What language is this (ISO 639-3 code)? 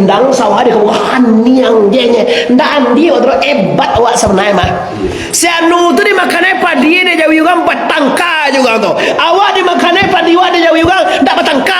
min